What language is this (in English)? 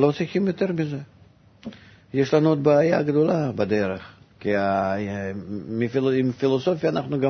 Hebrew